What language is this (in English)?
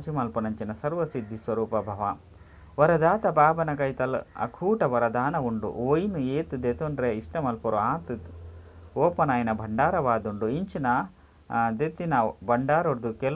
Tulu